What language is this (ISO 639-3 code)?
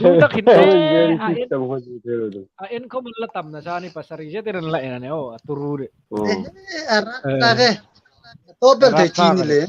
hmr